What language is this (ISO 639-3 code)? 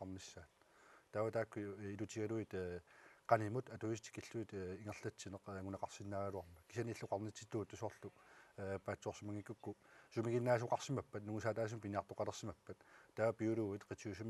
kal